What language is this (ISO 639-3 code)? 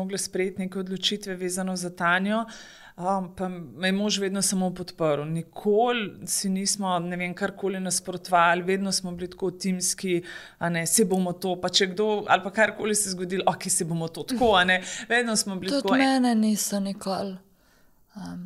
slv